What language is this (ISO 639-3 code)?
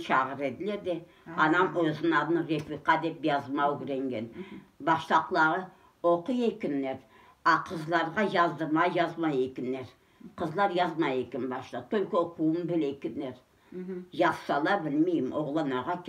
crh